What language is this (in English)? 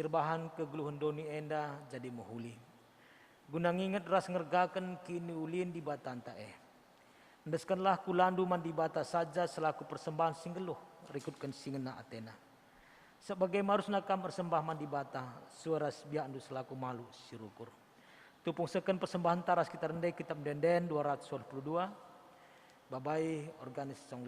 Batak Karo